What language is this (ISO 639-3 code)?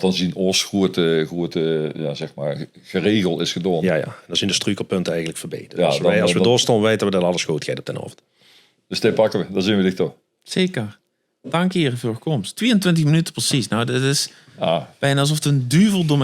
lim